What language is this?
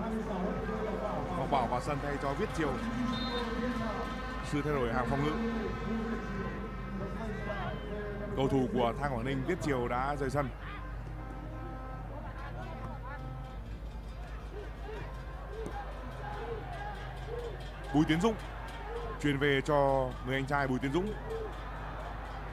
Vietnamese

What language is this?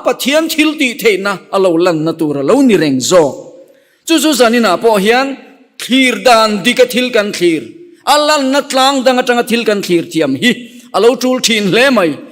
Mizo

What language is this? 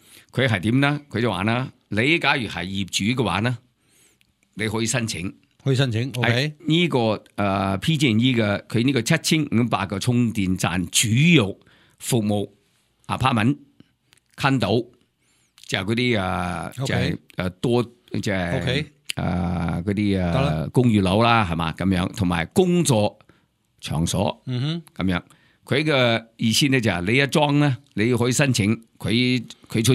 Cantonese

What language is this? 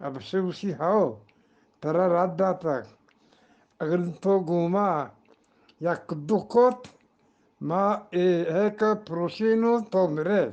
Eastern Balochi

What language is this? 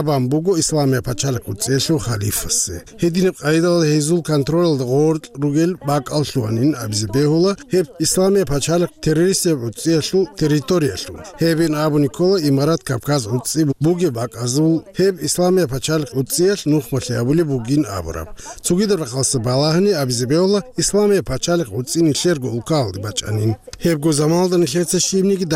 Avaric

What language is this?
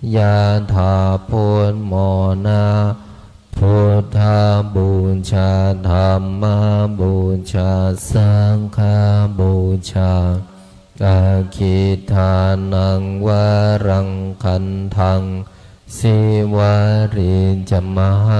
Pali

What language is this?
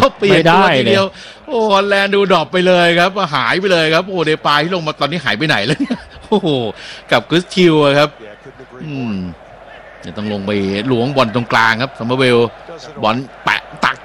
Thai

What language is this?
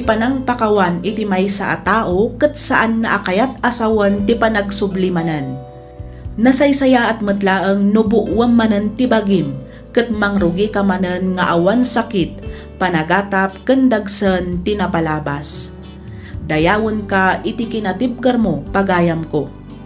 Iloko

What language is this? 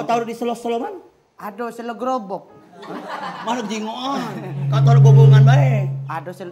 Musi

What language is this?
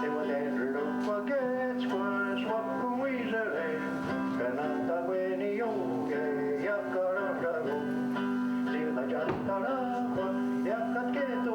Mohawk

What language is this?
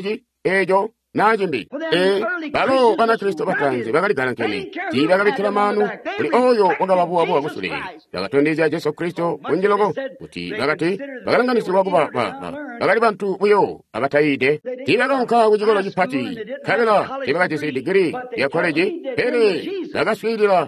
Tonga (Zambia)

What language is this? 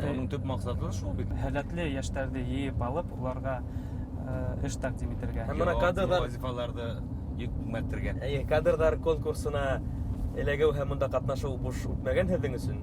Bashkir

